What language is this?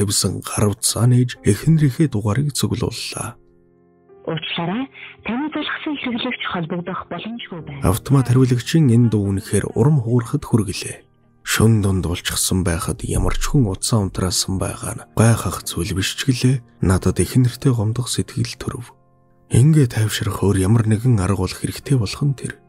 Mongolian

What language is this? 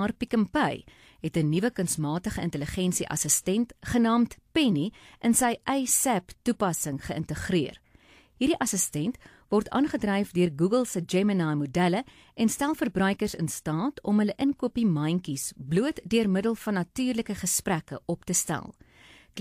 Afrikaans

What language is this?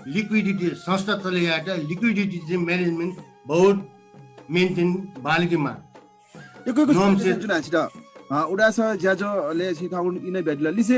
Newari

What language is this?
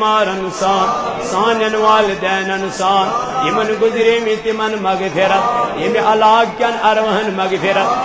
Kashmiri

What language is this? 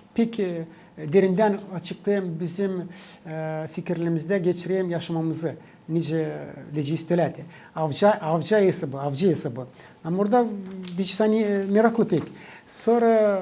Gagauz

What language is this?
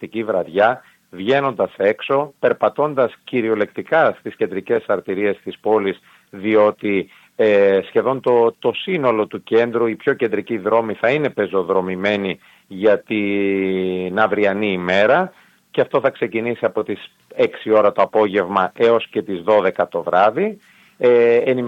Greek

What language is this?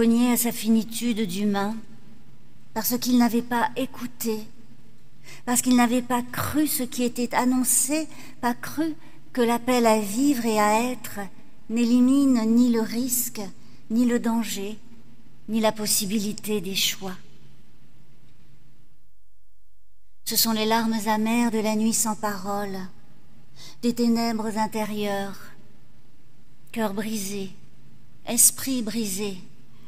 French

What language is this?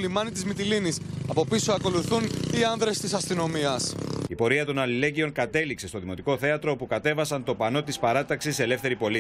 Greek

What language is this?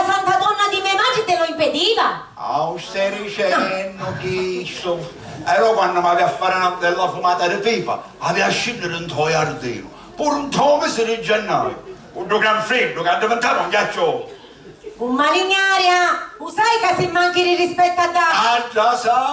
Sicilian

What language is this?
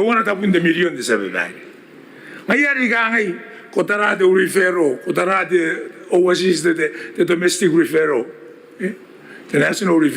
Gilbertese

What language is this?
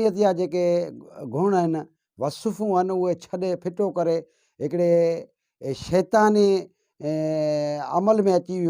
Sindhi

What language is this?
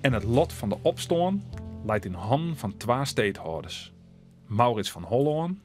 Western Frisian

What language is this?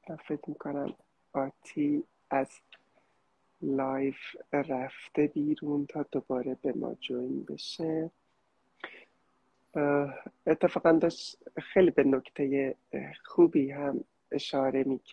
Persian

